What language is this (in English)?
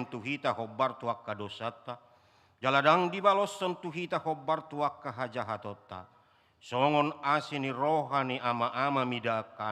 Batak Toba